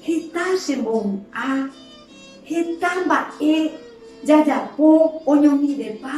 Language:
Guarani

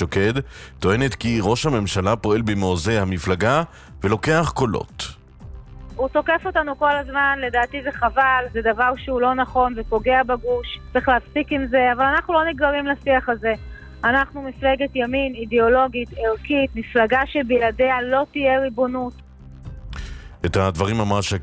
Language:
Hebrew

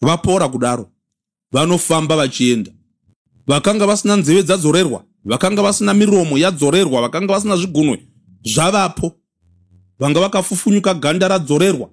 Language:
Shona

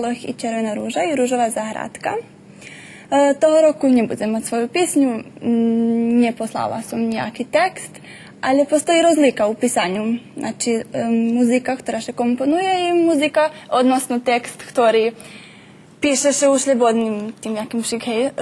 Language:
Rusyn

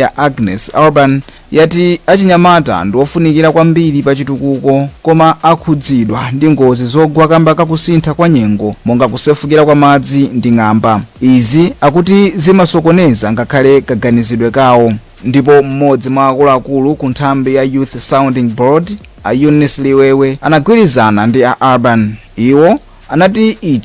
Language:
Nyanja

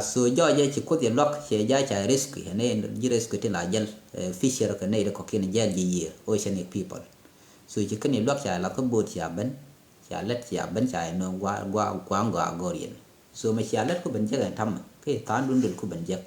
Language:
Nuer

